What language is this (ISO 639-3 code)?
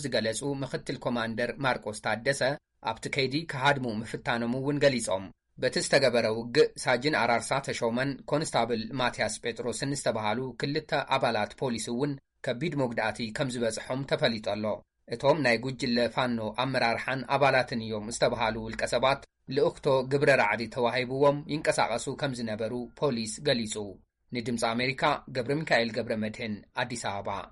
tir